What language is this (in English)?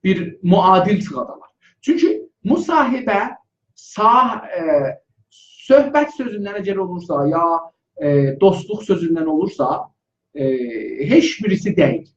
South Azerbaijani